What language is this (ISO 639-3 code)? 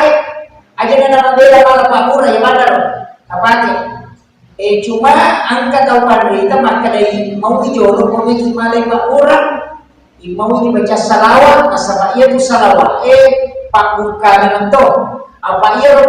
bug